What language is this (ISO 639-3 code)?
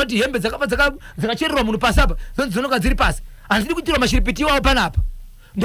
sna